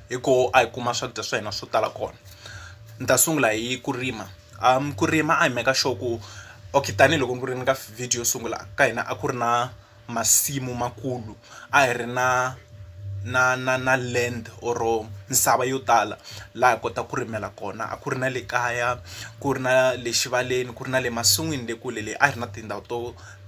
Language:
Tsonga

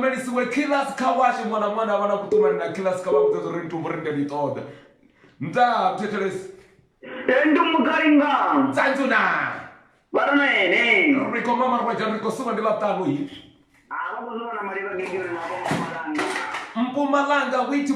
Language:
Venda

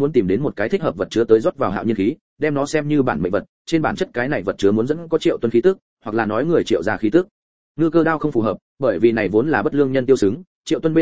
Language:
Vietnamese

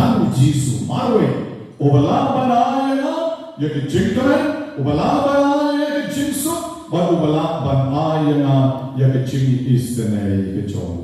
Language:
Khasi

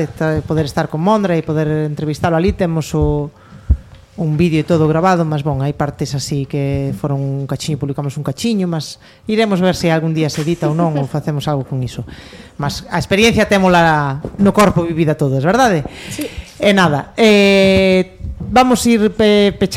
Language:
Galician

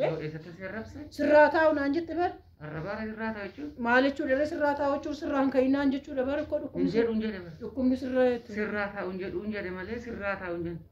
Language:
Oromo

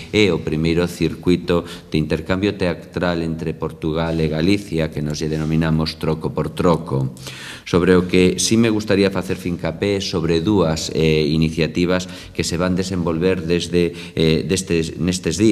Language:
Galician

